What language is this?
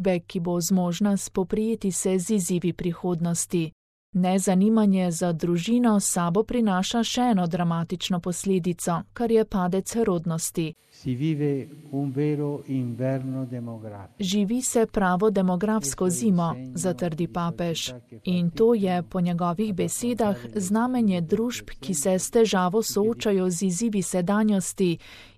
Slovenian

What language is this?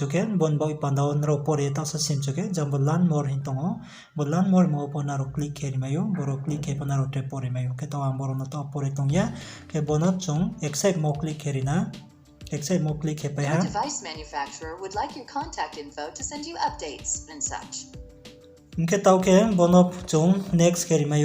Riang (India)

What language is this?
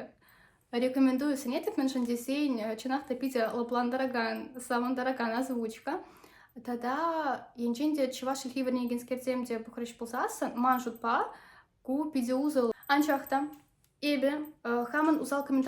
Chuvash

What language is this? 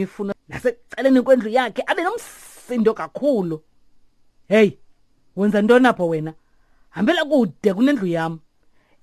Xhosa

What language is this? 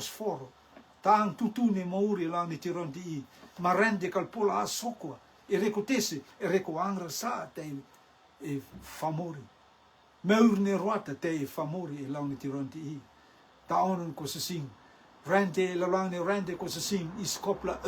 Rotuman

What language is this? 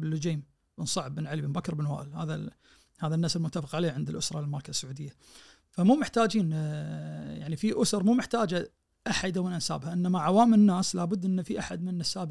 Najdi Arabic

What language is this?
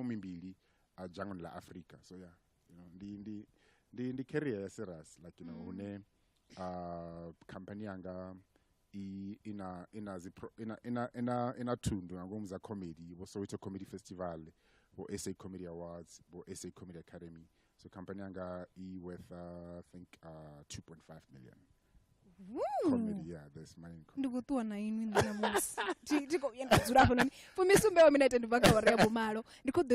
Venda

